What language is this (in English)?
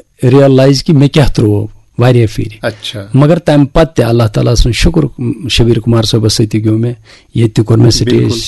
Kashmiri